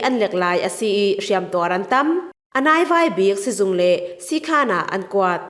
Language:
Falam Chin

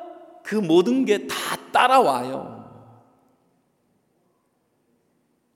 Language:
Korean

